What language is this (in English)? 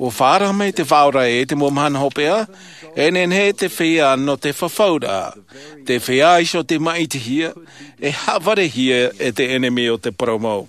Tahitian